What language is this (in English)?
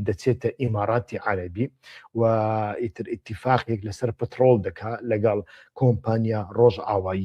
Central Kurdish